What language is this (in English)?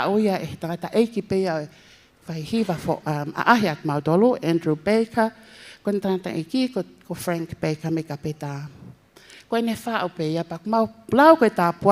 Tongan